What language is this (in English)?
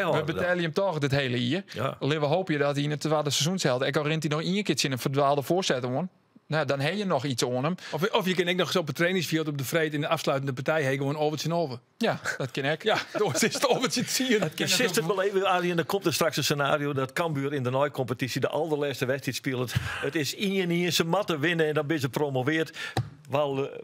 Western Frisian